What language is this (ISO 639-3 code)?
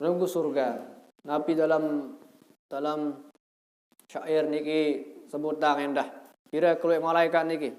sas